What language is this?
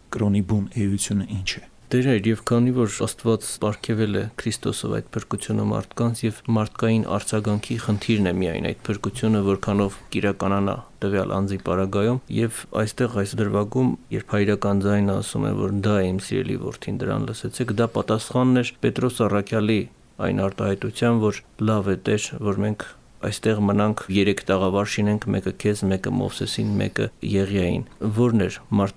Armenian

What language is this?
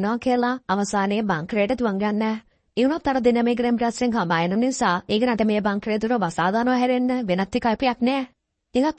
Sinhala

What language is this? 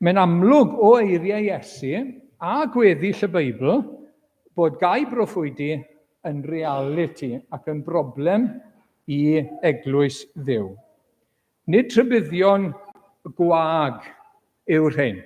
Welsh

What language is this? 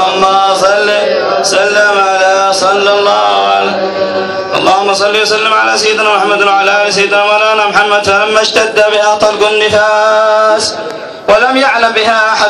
Arabic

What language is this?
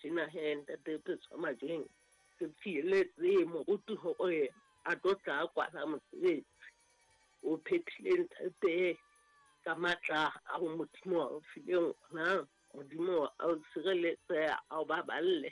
Southern Sotho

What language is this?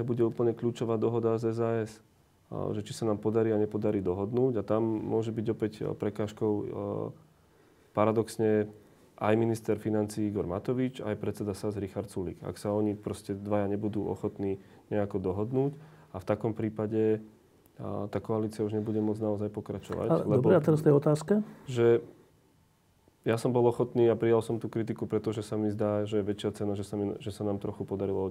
Slovak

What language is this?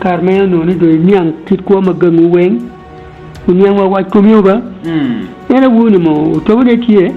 Acoli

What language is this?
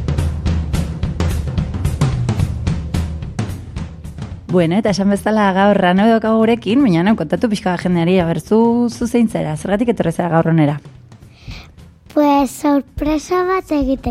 Basque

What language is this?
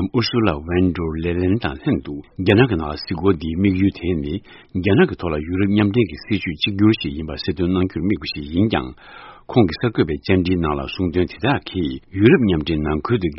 Tibetan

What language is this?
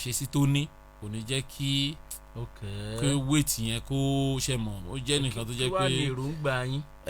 Yoruba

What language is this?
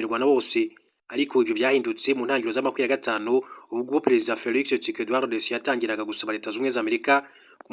Kinyarwanda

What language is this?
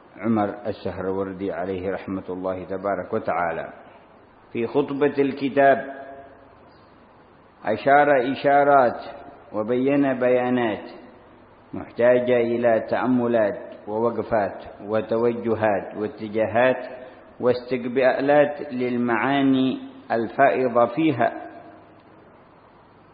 Arabic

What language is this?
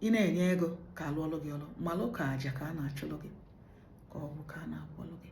Igbo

